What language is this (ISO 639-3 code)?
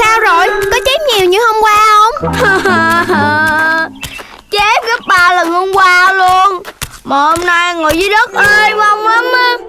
vie